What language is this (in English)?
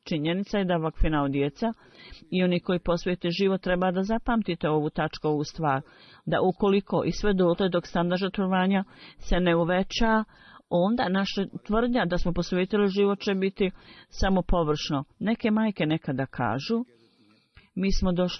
Bosnian